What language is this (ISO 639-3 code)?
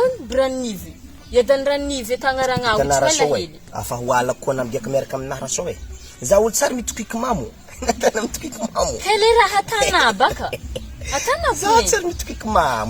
mlg